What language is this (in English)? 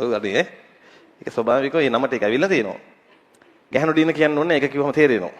Sinhala